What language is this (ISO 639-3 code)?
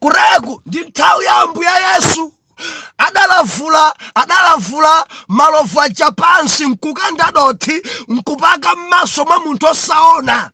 nya